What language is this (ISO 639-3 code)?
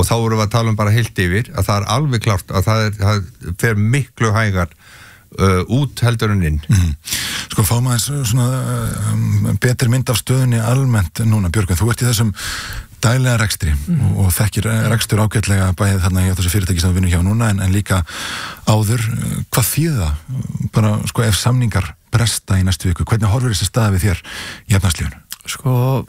isl